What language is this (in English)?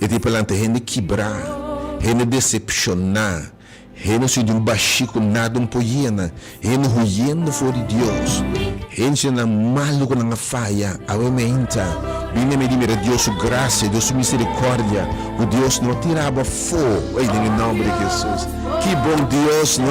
Papiamento